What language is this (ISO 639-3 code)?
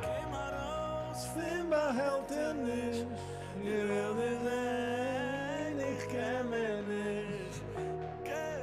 yid